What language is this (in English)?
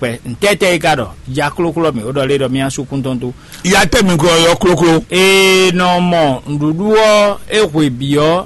Fon